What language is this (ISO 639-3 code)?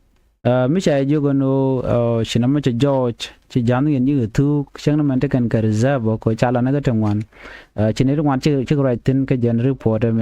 nus